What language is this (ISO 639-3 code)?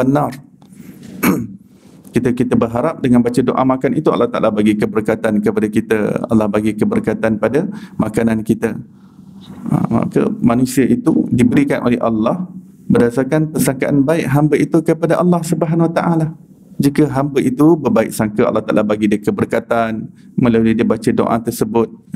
msa